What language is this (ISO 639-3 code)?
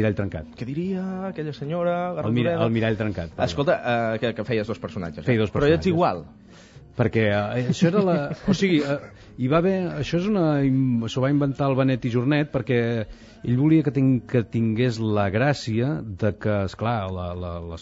cat